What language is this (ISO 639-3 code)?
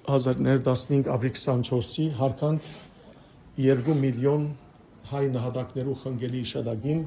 hyw